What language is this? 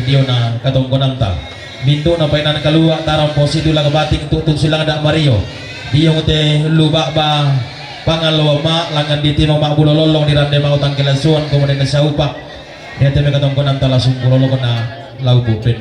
Toraja-Sa'dan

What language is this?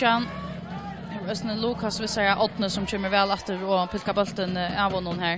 Faroese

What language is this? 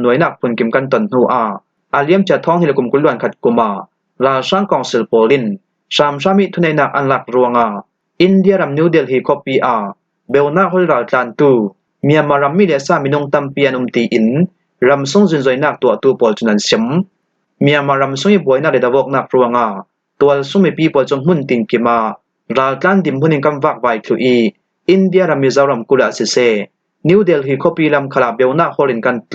Falam Chin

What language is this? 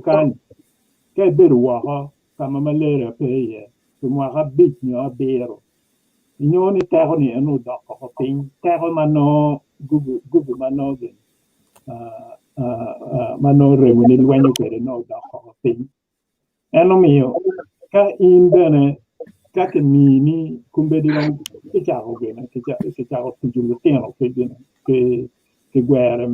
Acoli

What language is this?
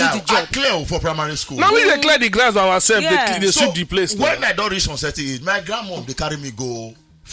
Nigerian Pidgin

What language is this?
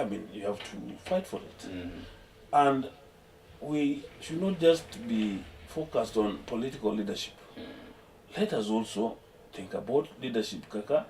Luo (Kenya and Tanzania)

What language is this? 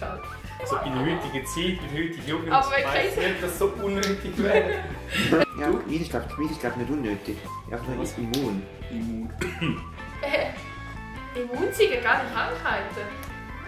Swiss German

